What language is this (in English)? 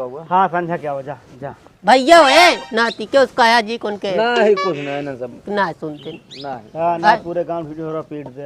Awadhi